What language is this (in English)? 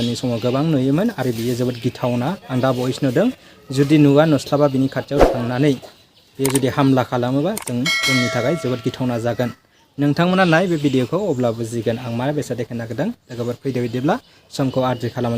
Bodo